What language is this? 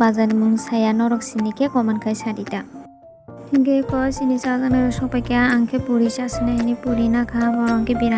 Kok Borok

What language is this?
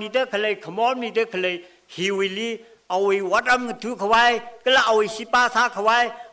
Tangkhul Naga (India)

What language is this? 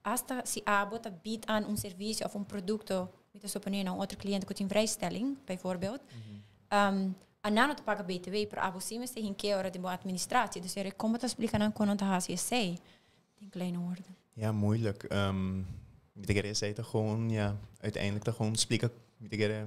Papiamento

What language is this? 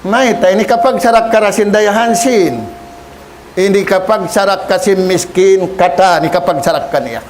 Tausug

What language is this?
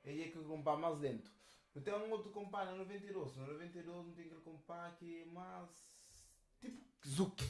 Kabuverdianu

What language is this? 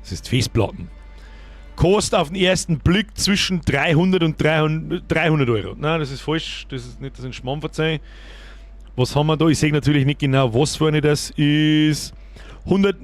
Bavarian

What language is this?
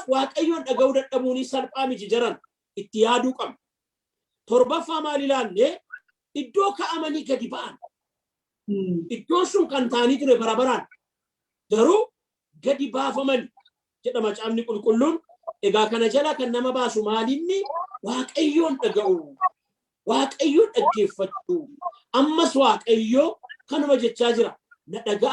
Oromo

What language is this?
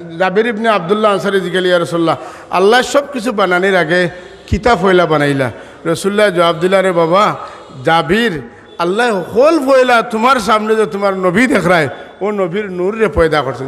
Sylheti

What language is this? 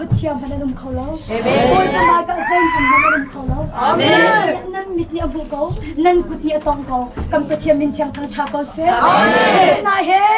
Hakha Chin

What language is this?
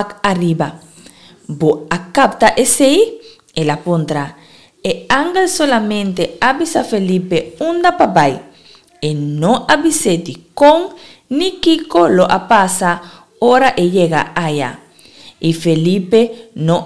Papiamento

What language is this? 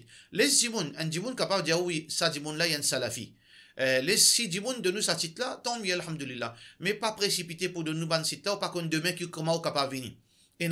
Morisyen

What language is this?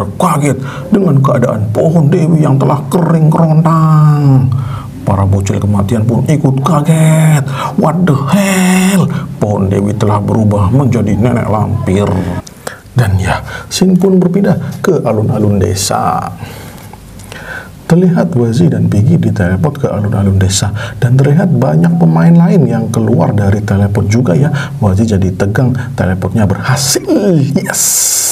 Indonesian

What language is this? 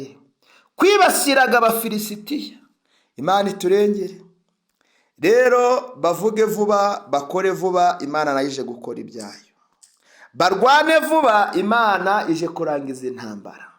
Kinyarwanda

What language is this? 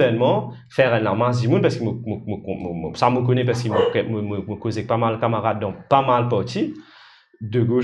Morisyen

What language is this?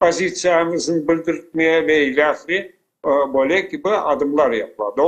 Crimean Tatar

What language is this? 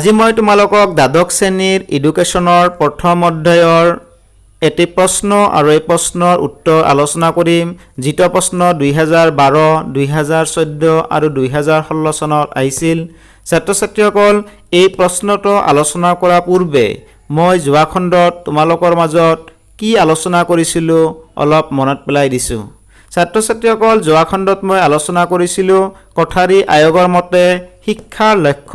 Assamese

